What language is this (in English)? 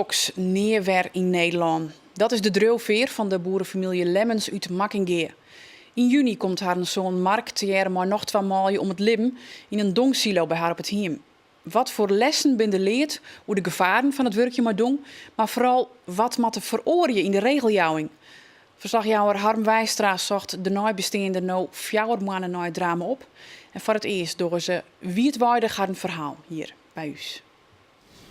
Western Frisian